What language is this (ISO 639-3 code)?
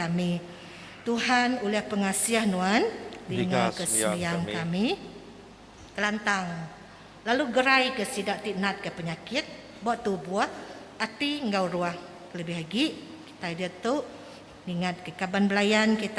iba